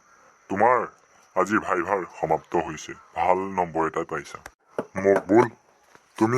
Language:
Assamese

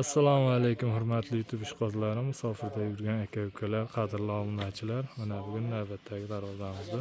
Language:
Uzbek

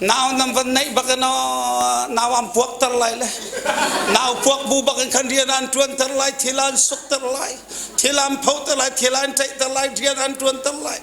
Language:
Hakha Chin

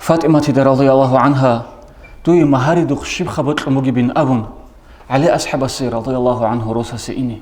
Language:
Avaric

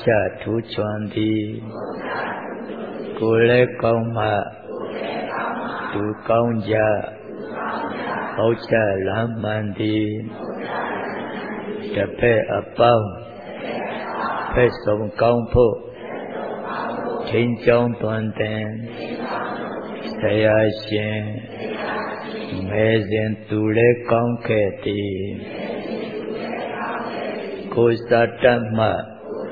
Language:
Burmese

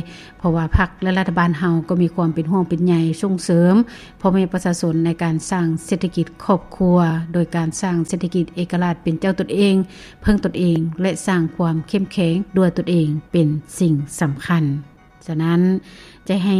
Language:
Lao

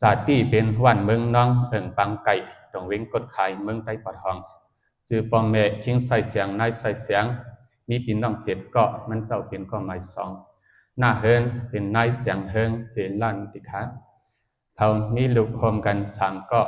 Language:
Shan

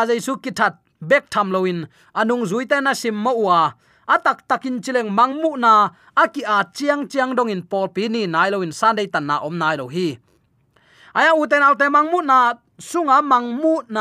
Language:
Tedim Chin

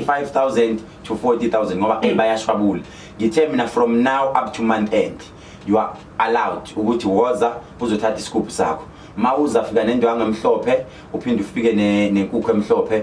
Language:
Zulu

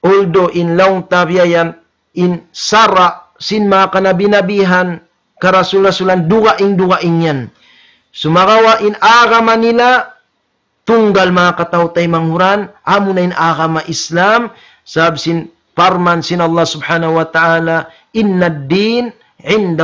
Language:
Tausug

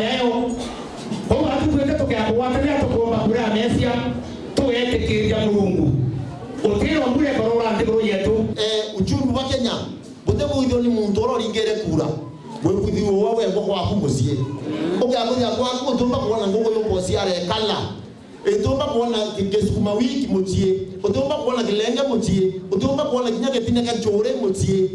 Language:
Meru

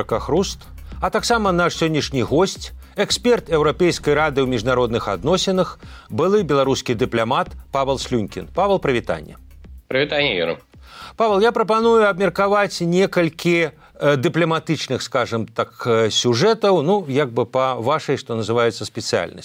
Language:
Belarusian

